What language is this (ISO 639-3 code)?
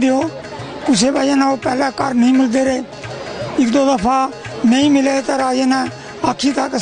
doi